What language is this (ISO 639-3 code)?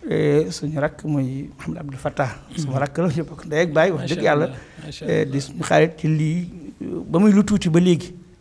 wol